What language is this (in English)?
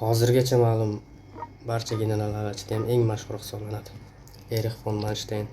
Uzbek